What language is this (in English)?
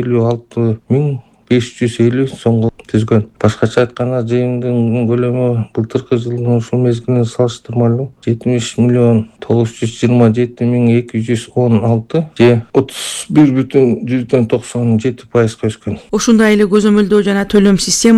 Kyrgyz